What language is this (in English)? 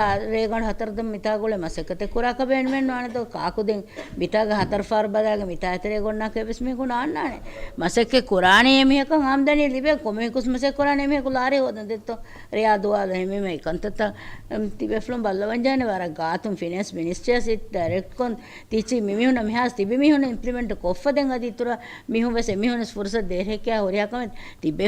Divehi